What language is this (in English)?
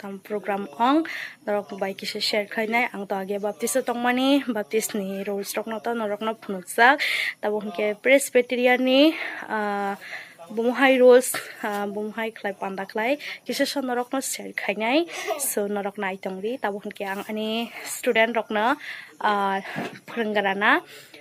Kok Borok